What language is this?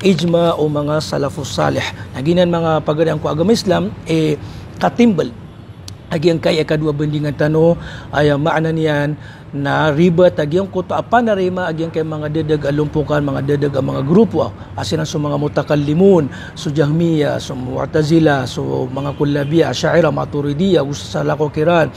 Maranao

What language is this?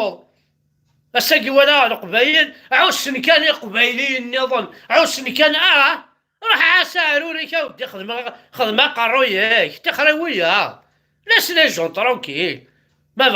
Kabyle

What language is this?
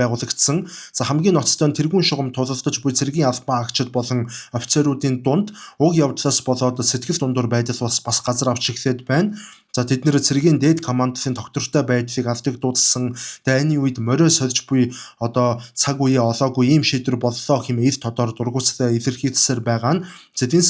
Mongolian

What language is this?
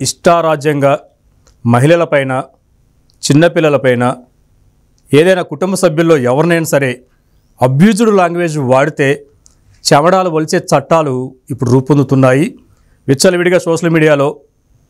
Telugu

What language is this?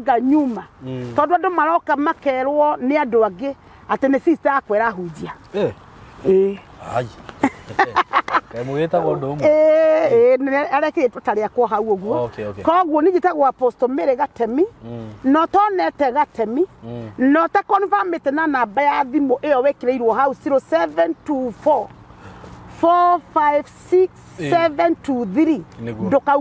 Kikuyu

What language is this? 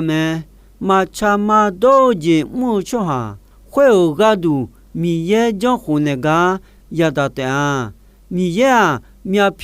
Akha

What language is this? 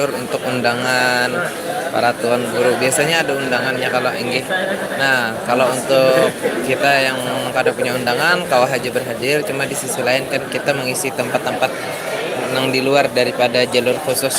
Banjar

